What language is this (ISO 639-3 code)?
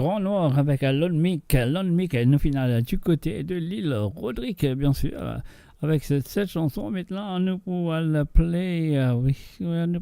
mfe